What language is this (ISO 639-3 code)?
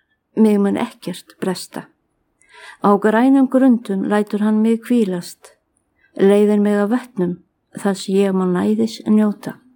isl